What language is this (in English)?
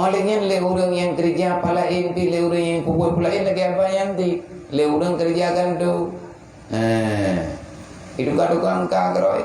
Achinese